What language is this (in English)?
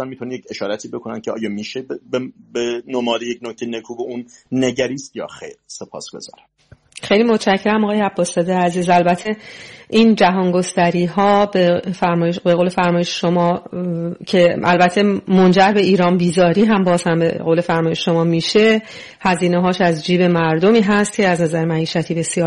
Persian